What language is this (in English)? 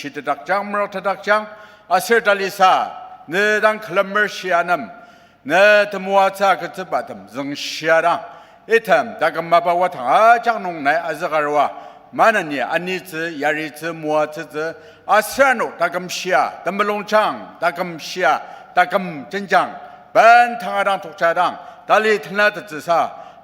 Ao Naga